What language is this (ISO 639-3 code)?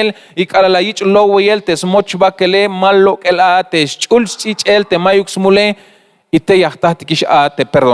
tzh